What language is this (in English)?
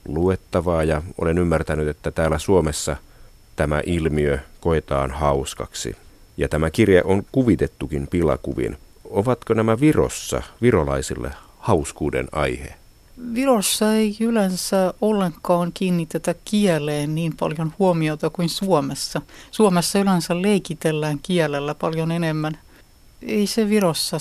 Finnish